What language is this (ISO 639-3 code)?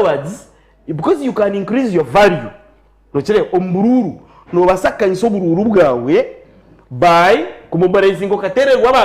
nyn